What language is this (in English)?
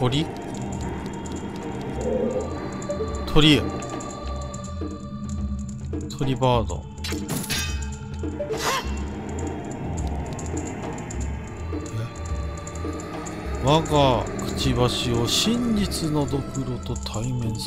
Japanese